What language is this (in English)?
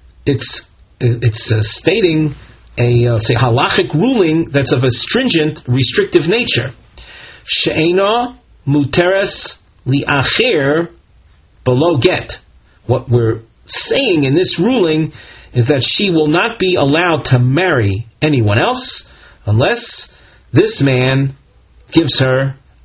English